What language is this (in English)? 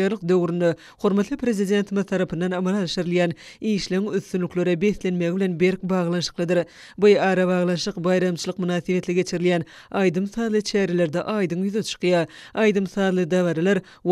Turkmen